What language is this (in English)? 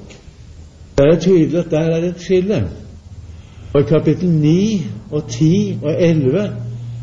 Norwegian